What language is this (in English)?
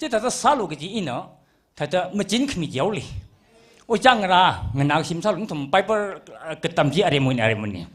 Tangkhul Naga (India)